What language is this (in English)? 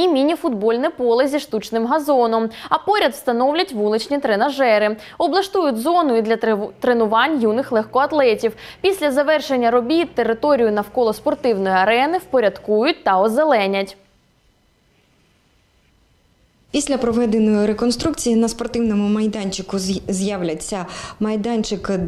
Ukrainian